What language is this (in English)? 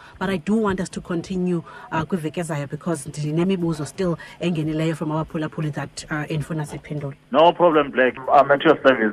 Xhosa